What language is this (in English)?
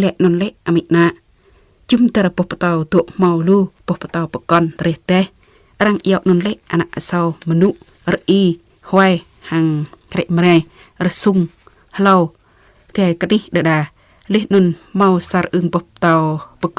Jarai